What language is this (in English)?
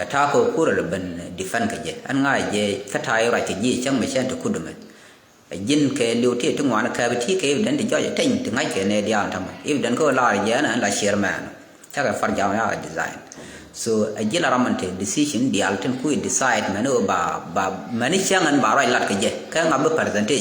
Nuer